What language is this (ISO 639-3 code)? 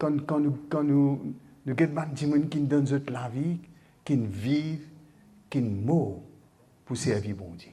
mfe